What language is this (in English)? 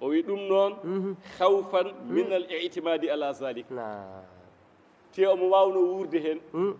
Fula